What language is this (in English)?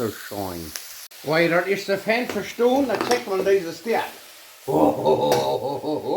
Plautdietsch